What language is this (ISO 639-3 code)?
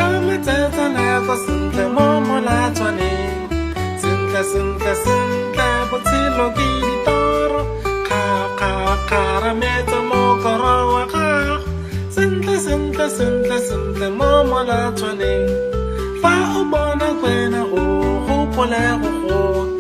tsn